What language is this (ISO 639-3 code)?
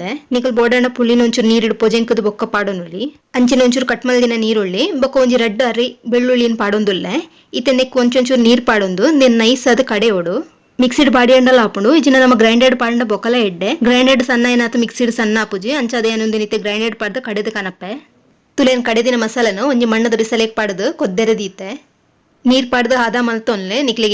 tcy